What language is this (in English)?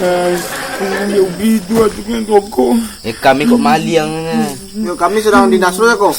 Minangkabau